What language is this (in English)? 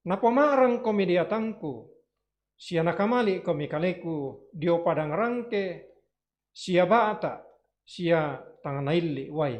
Toraja-Sa'dan